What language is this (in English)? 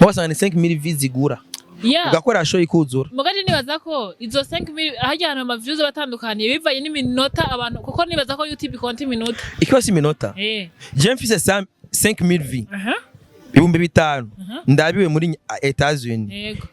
Rundi